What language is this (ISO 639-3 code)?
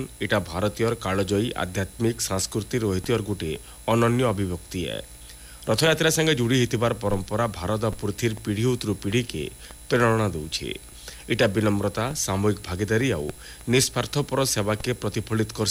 ori